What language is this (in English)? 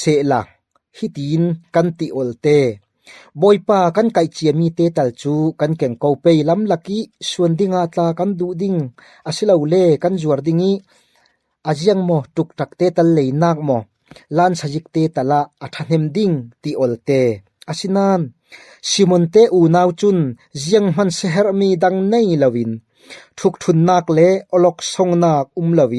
Falam Chin